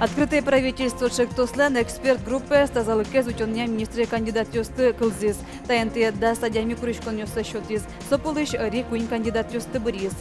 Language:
Udmurt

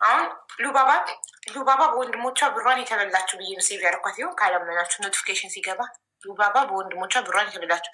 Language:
Amharic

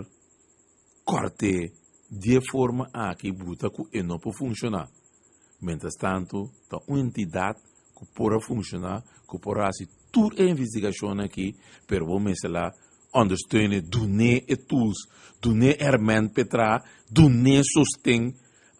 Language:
Papiamento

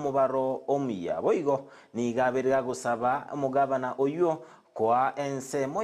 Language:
Gusii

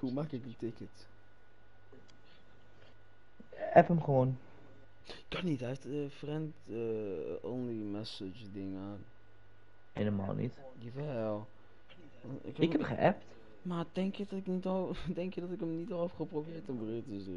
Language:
Dutch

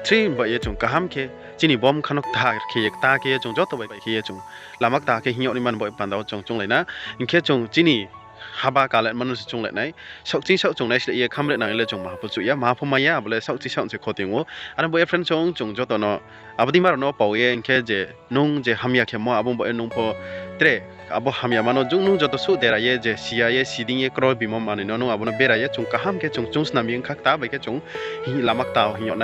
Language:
Riang (India)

